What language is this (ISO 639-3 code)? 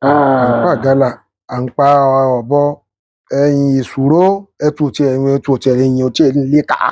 yor